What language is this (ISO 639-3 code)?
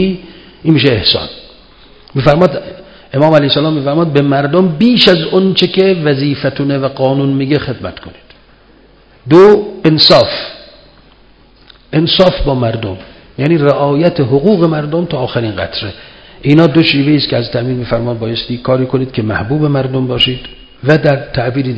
fas